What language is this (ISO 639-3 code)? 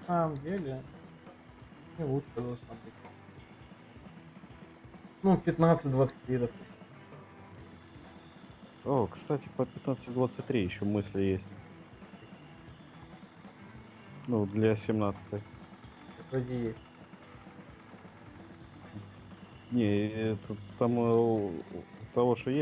rus